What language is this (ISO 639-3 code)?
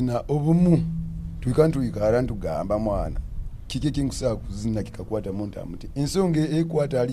nyo